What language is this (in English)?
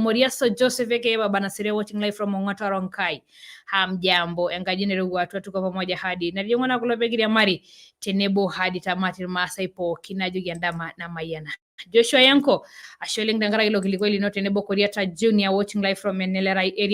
Masai